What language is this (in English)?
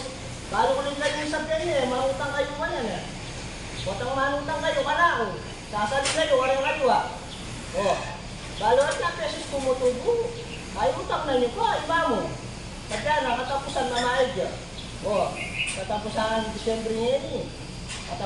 Pampanga